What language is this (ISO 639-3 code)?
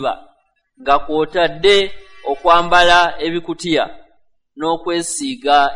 lug